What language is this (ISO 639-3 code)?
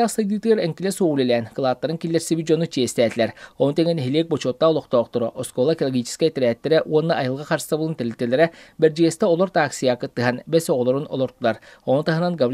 sah